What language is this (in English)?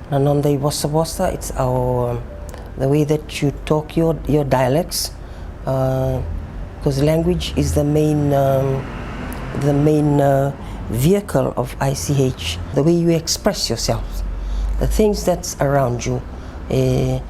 Fijian